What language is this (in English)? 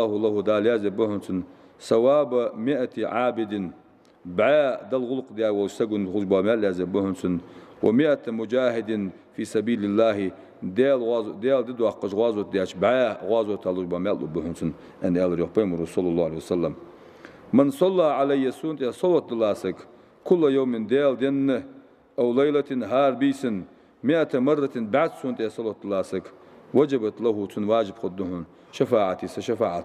Ingush